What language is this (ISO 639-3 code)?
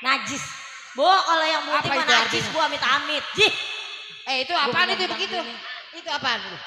bew